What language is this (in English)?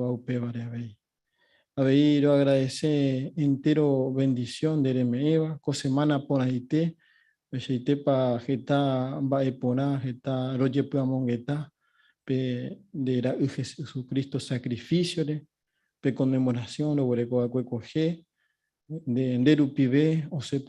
Guarani